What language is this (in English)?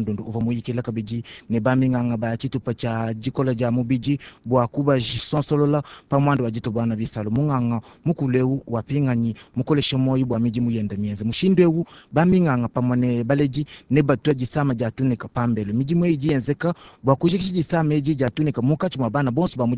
Luba-Lulua